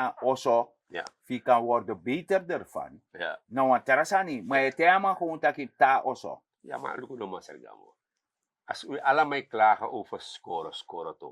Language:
Sranan Tongo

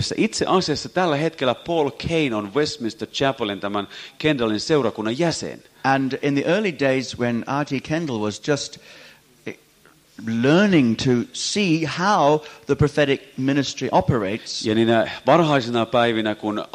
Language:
Finnish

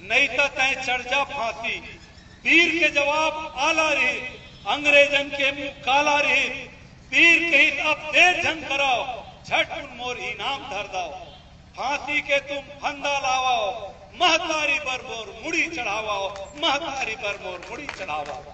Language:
Chhattisgarhi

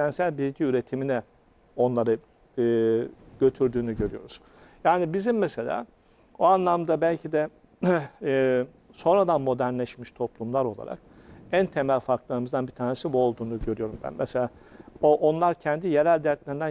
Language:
Turkish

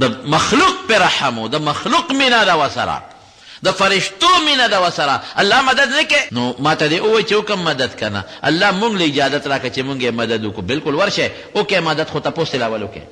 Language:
Pashto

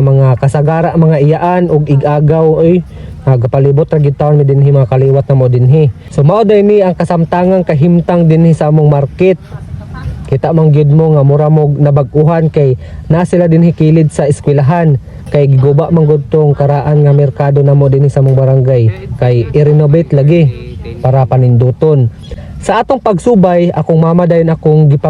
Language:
Cebuano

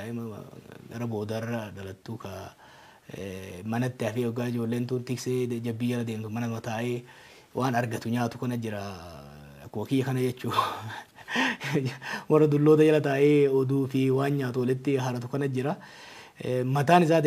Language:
Oromo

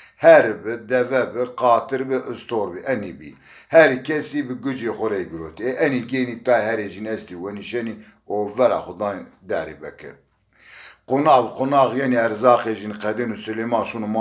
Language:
Zaza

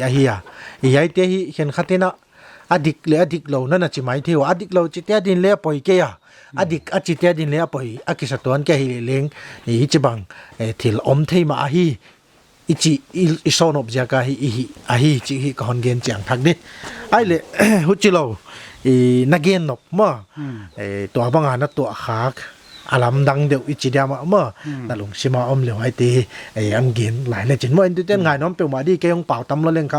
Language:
Paite Chin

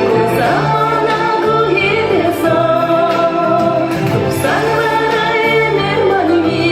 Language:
Chuvash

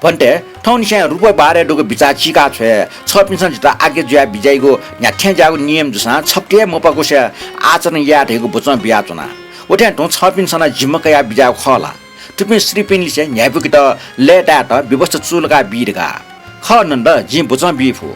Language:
Newari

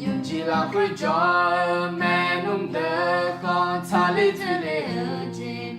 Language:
Akha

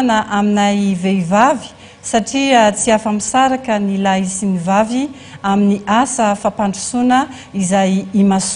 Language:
Malagasy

